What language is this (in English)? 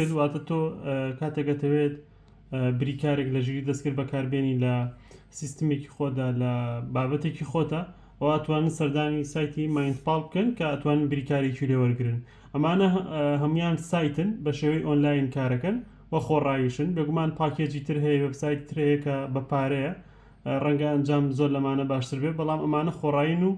Central Kurdish